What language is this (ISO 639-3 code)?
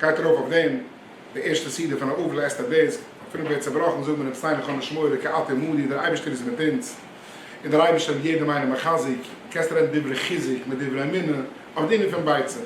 yid